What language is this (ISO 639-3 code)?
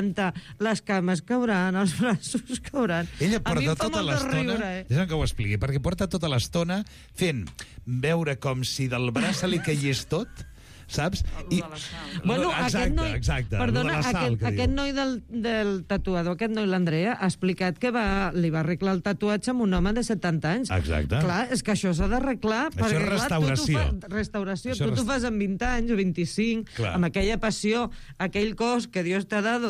cat